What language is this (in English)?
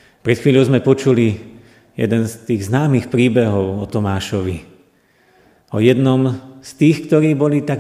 Slovak